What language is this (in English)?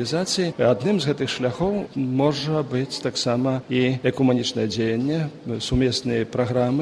Belarusian